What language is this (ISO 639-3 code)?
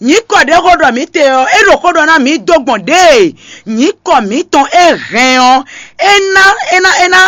fon